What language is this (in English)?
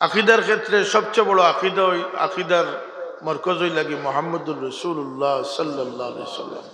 Sylheti